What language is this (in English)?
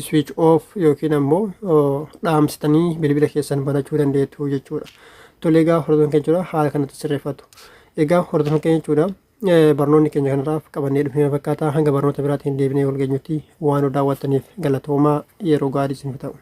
Oromo